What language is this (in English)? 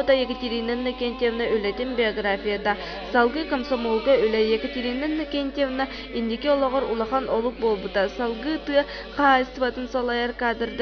Yakut